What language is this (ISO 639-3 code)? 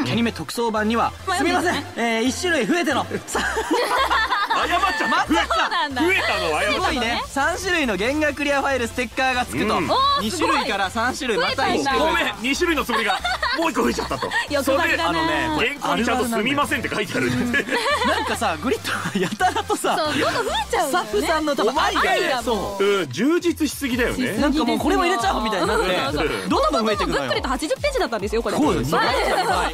jpn